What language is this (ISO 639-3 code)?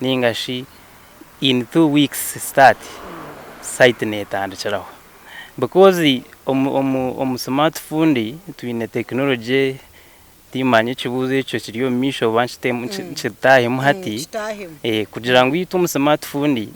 nyn